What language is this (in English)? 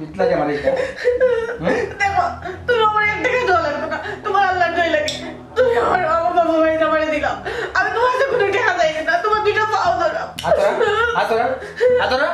Sylheti